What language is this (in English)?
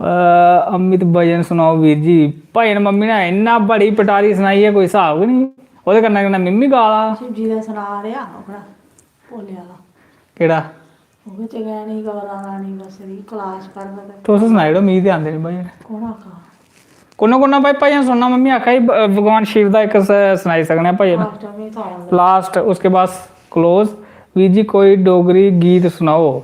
Dogri